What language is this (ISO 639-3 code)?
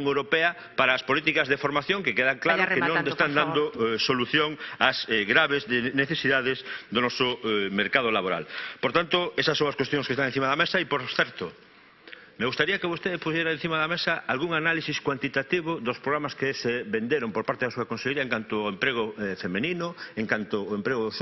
glg